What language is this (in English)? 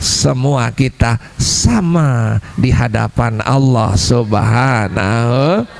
Sasak